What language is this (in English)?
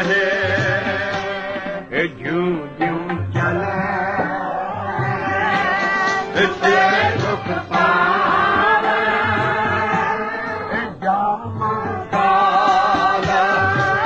Punjabi